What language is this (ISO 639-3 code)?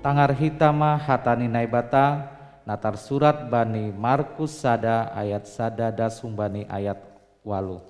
bts